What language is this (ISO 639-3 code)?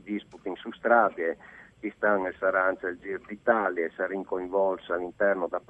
fur